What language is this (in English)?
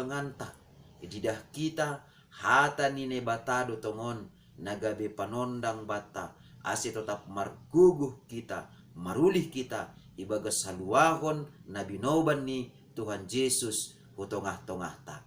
Batak Simalungun